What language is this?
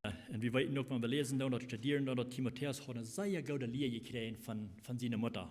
Plautdietsch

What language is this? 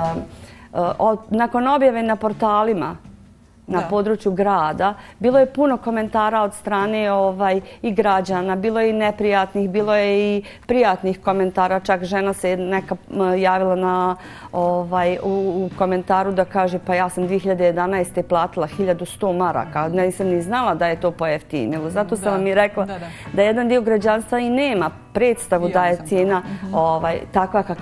Bosnian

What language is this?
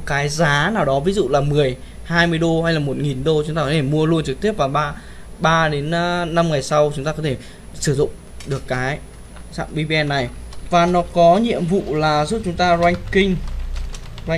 Vietnamese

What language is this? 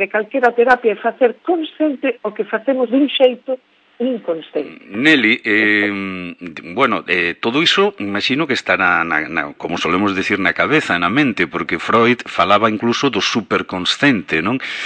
Galician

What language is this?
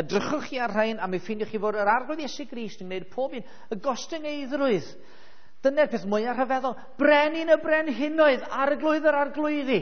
Welsh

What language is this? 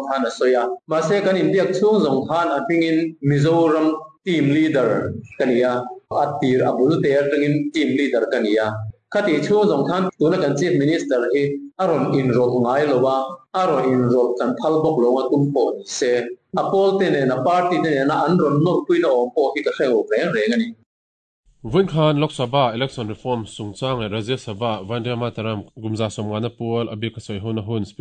Mizo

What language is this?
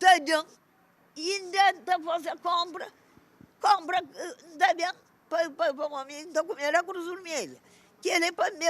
Kabuverdianu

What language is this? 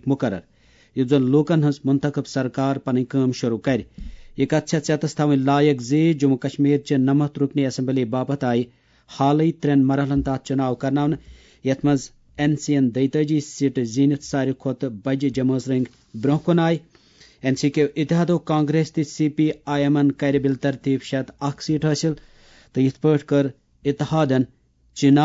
Kashmiri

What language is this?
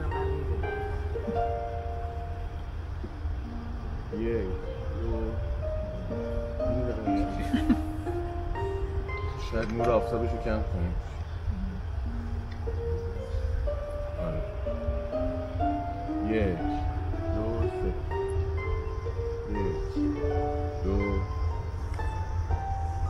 Persian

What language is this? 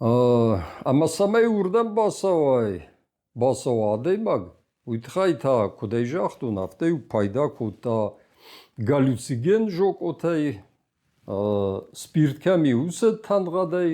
Ossetic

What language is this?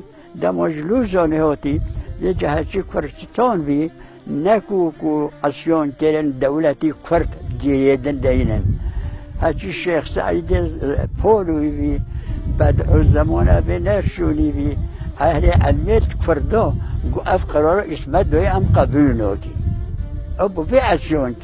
Kurdish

